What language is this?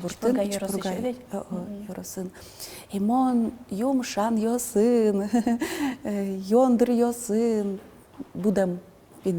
Udmurt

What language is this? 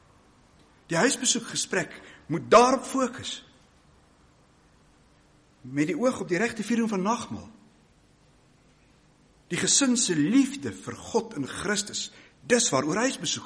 Afrikaans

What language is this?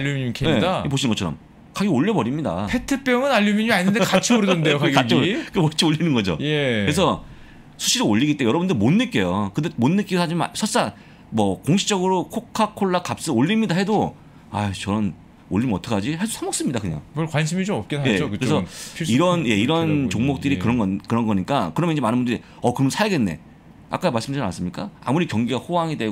Korean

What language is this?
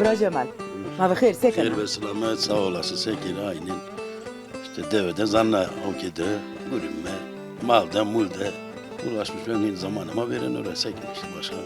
Zaza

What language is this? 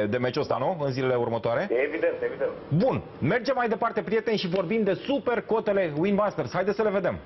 Romanian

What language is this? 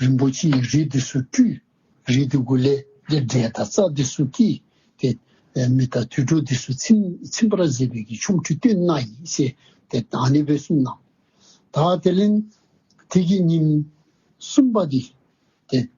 Dzongkha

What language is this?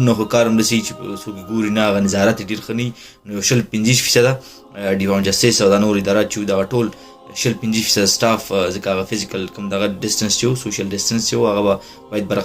Pashto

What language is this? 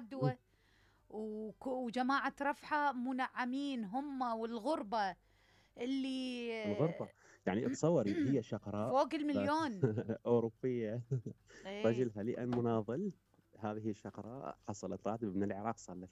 Mesopotamian Arabic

